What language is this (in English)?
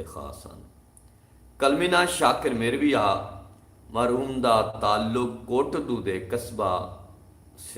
Saraiki